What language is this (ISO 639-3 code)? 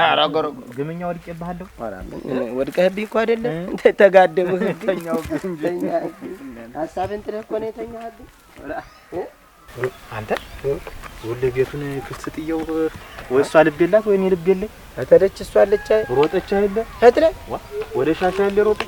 amh